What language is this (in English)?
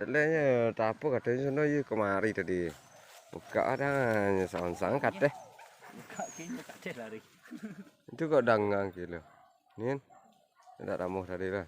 Minangkabau